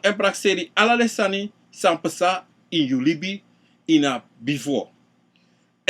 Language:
Sranan Tongo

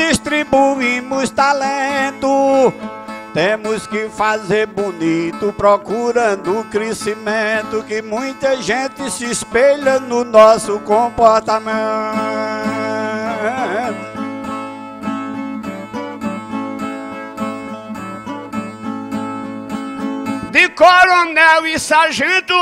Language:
Portuguese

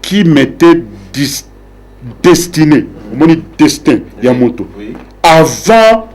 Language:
Lingala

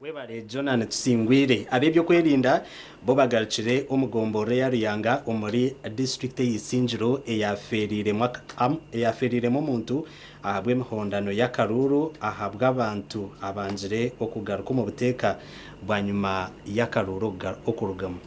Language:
Nyankole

